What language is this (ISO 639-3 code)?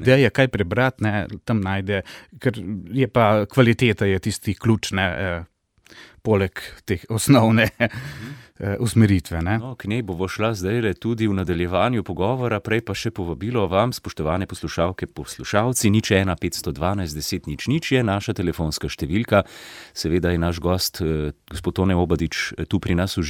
slv